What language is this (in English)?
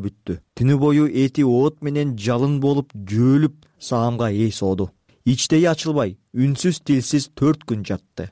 Kyrgyz